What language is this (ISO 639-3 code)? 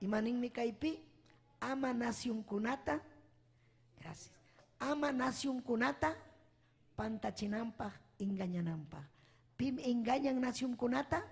quy